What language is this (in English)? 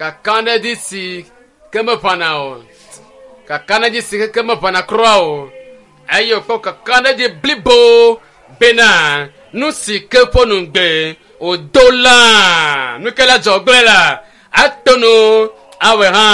Ewe